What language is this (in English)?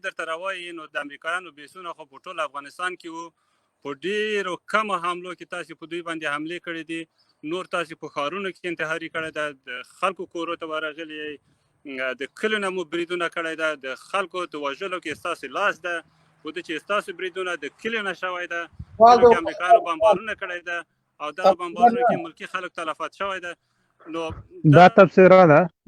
Pashto